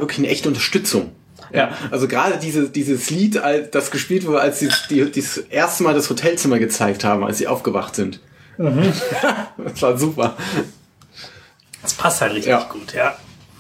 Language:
German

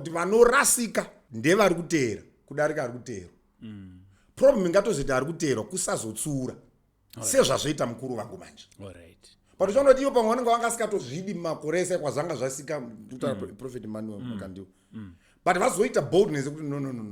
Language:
Shona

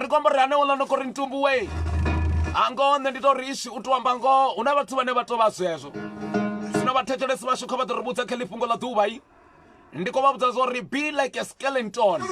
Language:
Venda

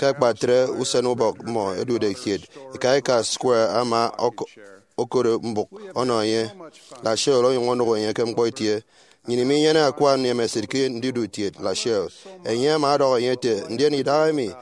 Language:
Efik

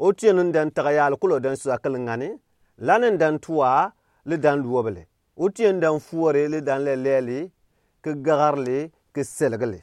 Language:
Gourmanchéma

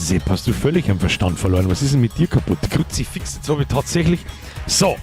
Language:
Bavarian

